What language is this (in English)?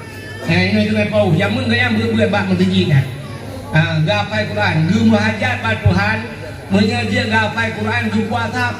Achinese